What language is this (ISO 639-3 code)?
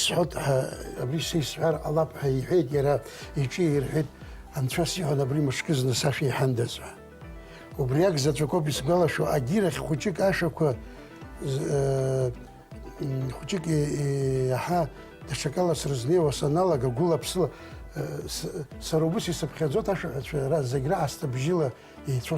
abk